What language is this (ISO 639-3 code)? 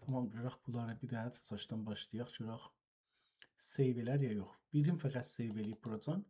azb